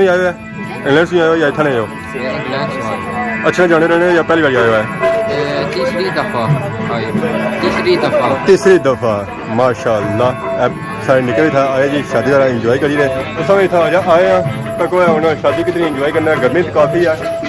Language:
Pahari-Potwari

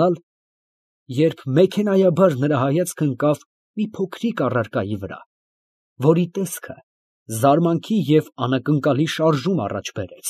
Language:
Armenian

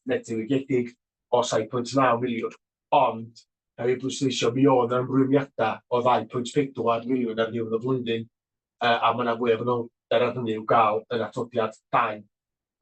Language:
Welsh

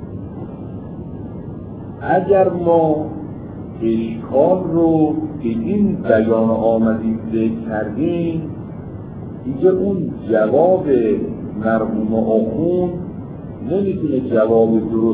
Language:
Persian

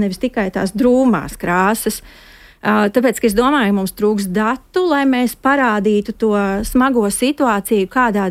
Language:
Latvian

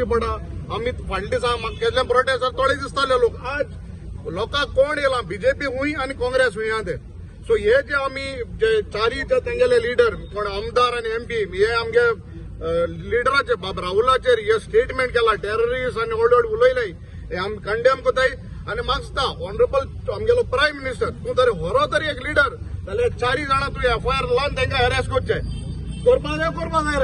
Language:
Konkani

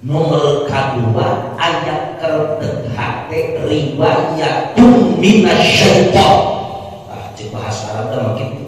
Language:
Sundanese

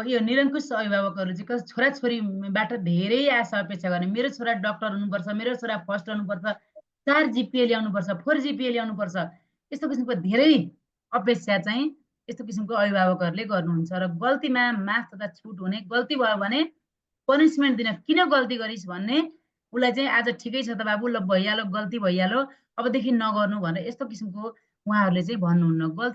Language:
Nepali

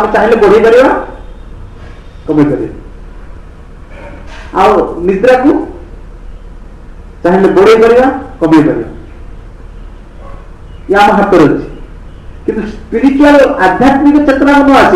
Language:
Odia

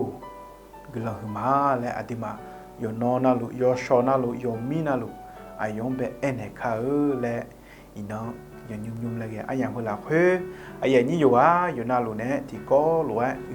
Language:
Akha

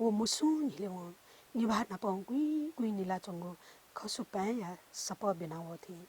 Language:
Newari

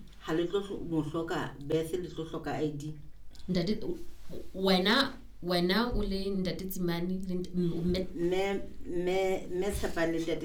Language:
Southern Sotho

